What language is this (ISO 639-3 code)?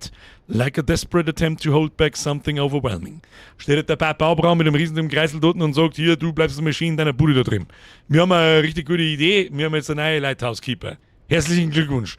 bar